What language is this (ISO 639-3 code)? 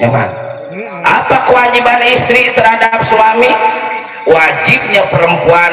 bew